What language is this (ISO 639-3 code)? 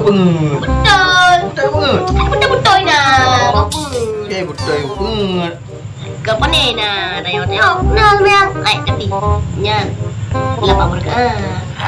ace